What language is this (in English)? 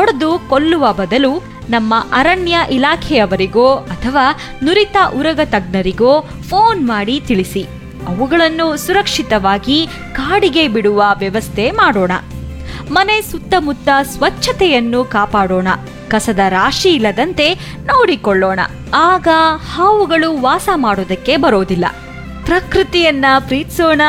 Kannada